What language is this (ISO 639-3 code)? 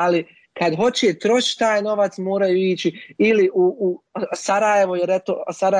bos